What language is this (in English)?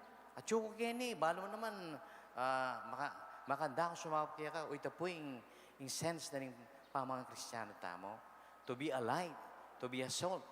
Pampanga